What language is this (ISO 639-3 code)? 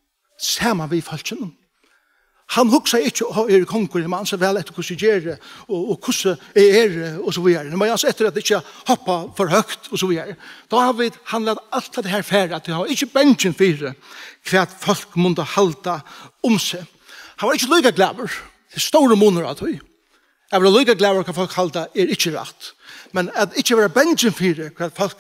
fao